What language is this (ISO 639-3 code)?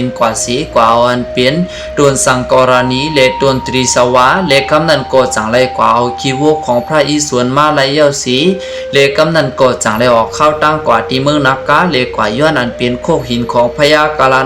shn